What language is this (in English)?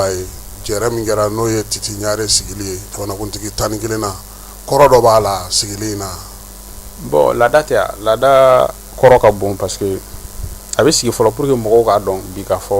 Bambara